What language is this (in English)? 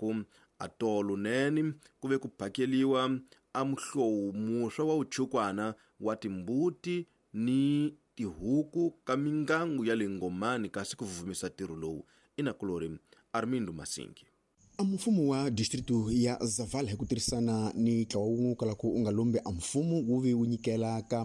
Tsonga